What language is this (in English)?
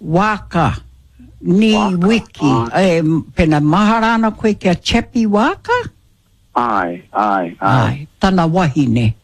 Māori